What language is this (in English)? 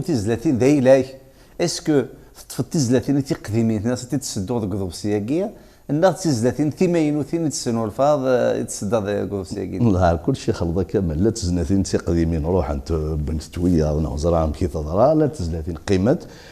Kabyle